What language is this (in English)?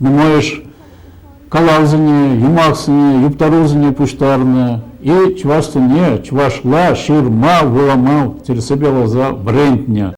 Chuvash